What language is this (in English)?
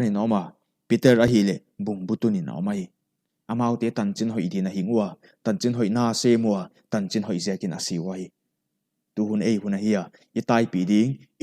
Paite Chin